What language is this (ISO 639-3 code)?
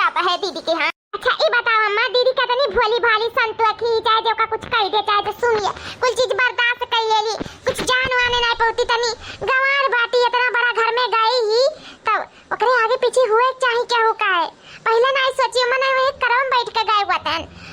awa